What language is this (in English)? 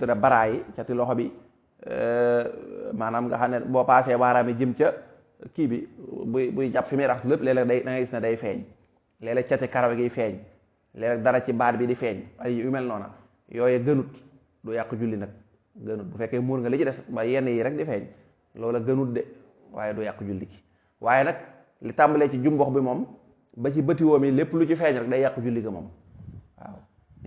Wolof